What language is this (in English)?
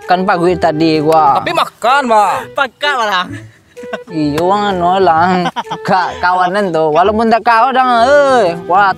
Minangkabau